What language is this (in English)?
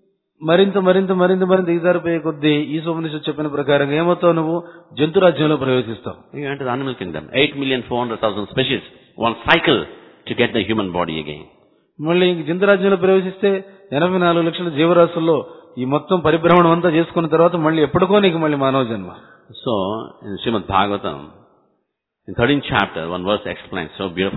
Telugu